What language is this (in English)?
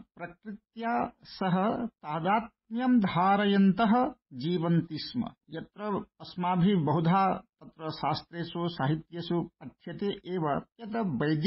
Sanskrit